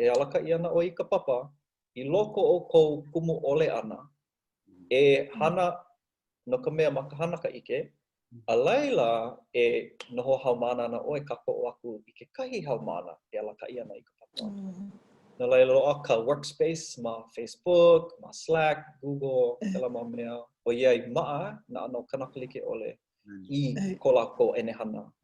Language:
Hawaiian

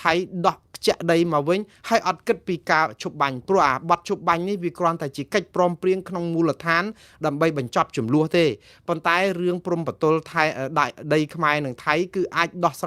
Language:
Khmer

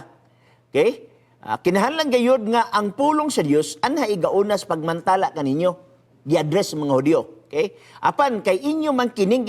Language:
Cebuano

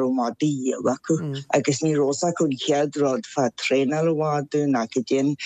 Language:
Irish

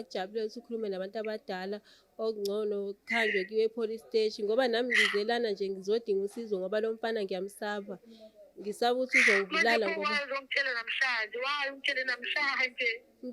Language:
Zulu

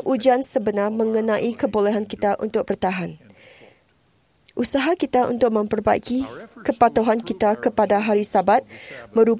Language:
Malay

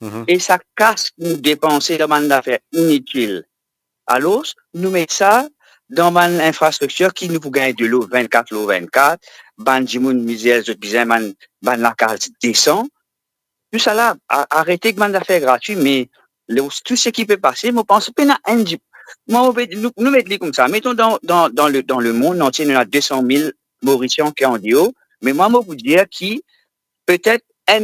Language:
Morisyen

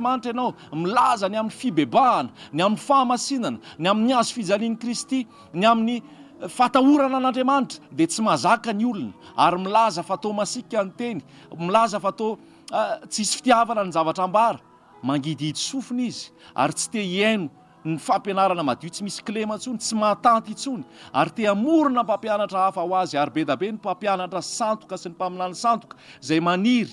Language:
Malagasy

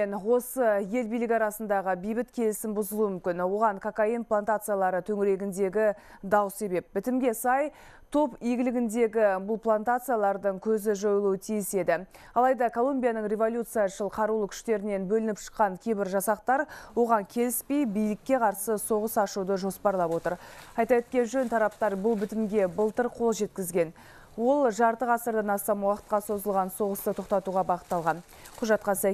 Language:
Kazakh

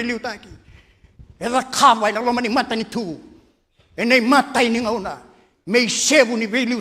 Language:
Fijian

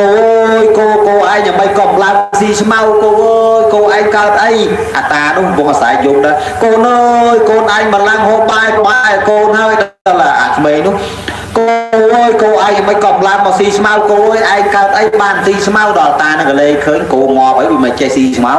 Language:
Khmer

